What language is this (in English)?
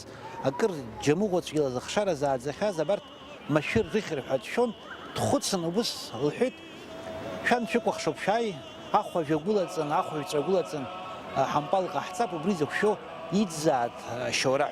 Abkhazian